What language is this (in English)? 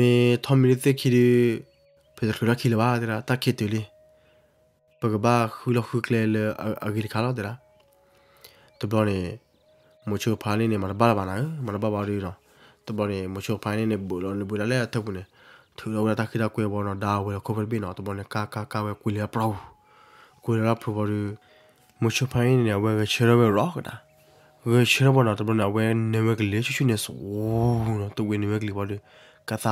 S'gaw Karen